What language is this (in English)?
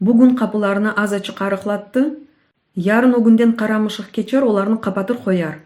Crimean Tatar